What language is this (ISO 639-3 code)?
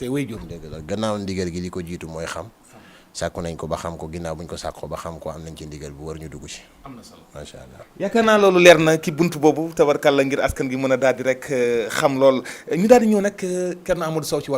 wol